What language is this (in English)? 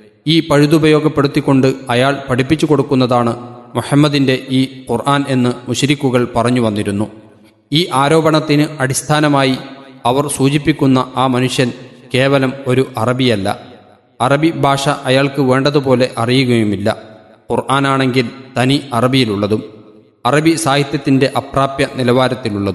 Malayalam